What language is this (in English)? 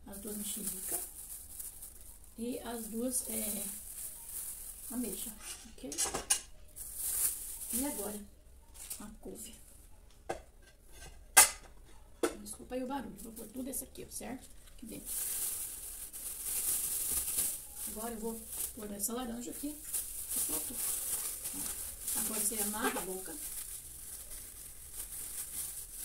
Portuguese